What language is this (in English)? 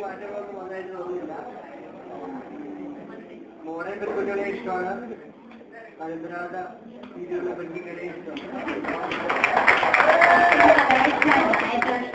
Malayalam